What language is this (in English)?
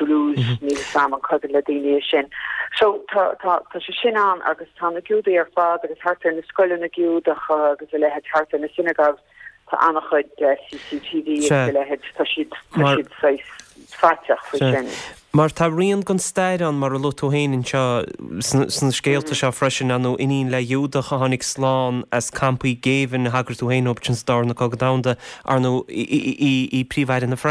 Irish